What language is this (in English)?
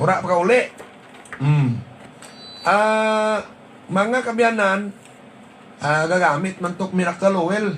Hiligaynon